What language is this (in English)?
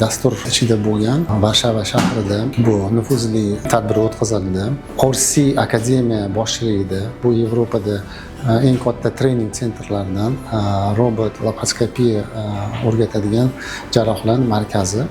Uzbek